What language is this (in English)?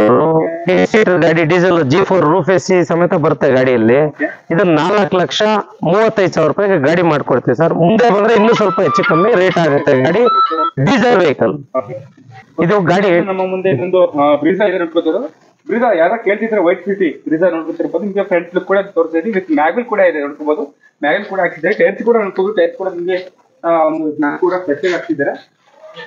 Kannada